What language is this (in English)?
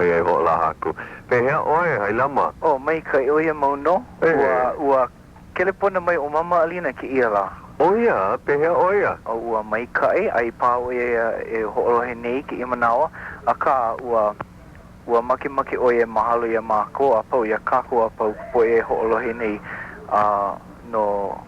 Hawaiian